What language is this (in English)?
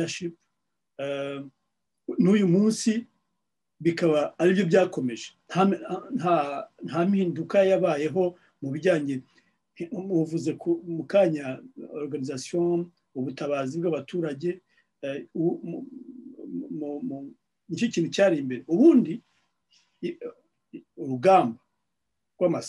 Kinyarwanda